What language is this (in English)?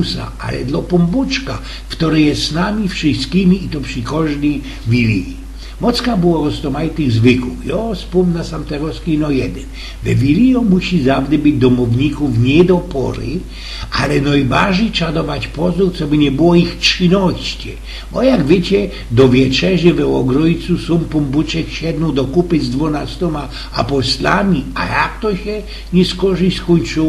Silesian